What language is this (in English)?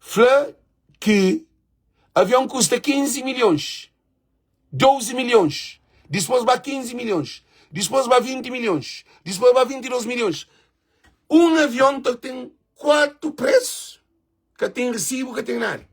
Kabuverdianu